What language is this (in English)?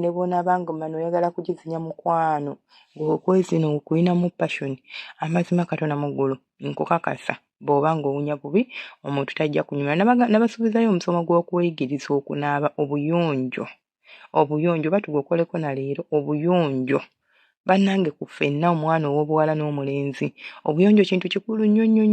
Ganda